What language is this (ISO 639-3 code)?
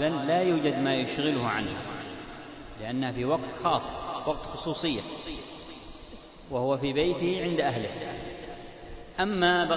ara